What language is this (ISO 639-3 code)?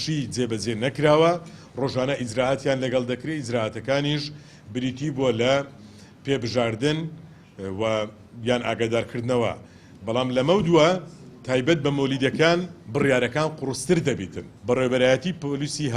ckb